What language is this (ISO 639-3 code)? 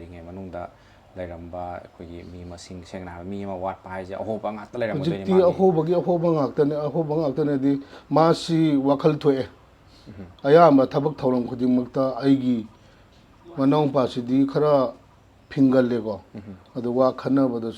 mni